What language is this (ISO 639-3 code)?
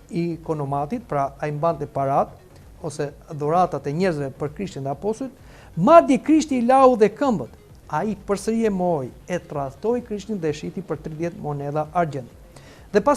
sqi